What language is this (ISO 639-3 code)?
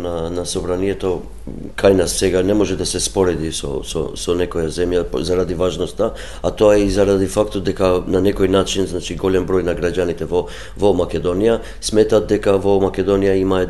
mkd